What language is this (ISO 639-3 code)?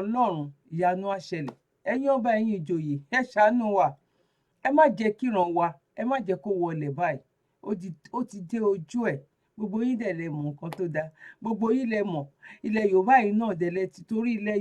yor